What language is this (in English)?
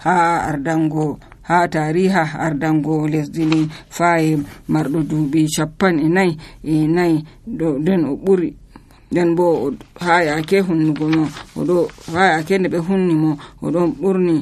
Nigerian Fulfulde